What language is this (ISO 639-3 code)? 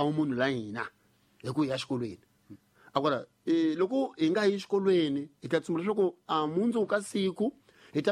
tso